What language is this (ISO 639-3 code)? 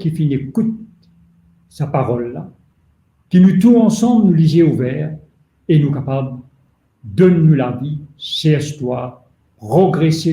mfe